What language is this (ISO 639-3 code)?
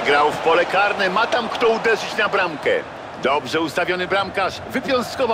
pol